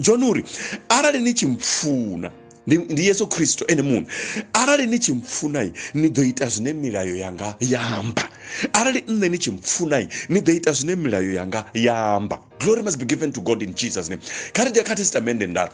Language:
Venda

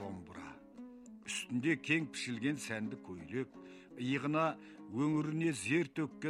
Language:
Kazakh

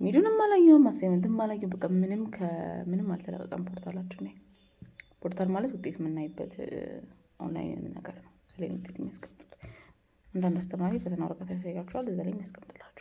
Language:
Amharic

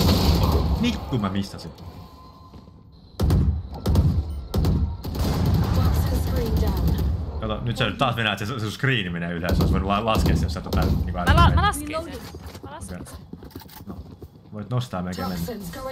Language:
Finnish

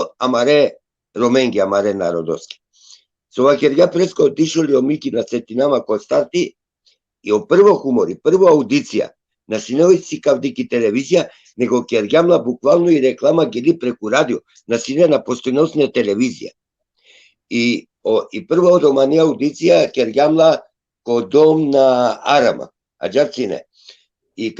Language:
Balkan Romani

